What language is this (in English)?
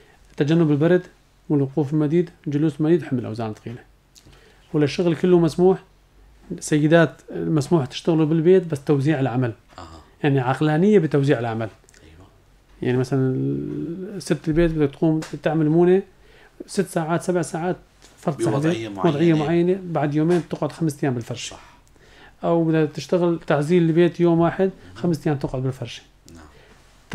North Levantine Arabic